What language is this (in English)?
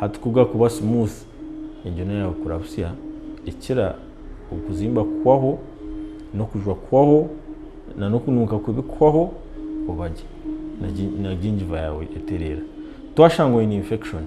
Nyankole